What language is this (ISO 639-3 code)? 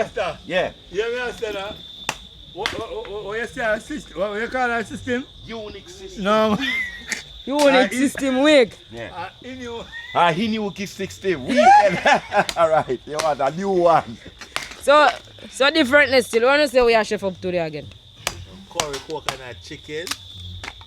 jam